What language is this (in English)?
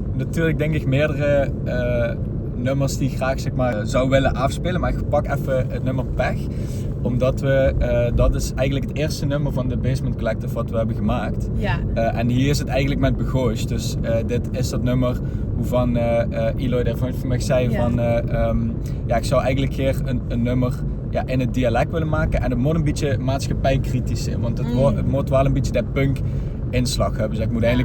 Limburgish